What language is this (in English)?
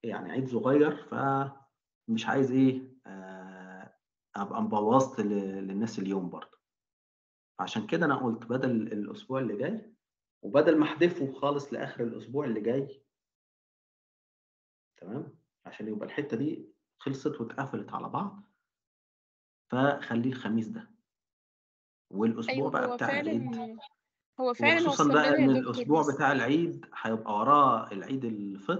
Egyptian Arabic